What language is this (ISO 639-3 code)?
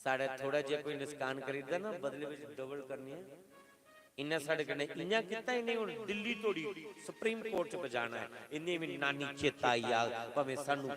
doi